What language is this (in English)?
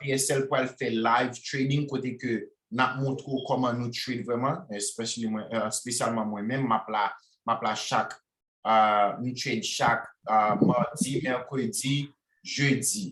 Haitian Creole